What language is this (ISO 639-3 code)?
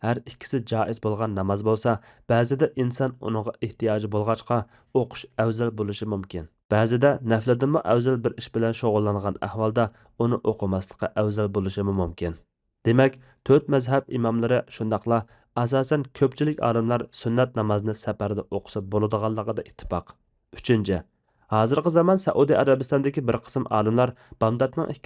uig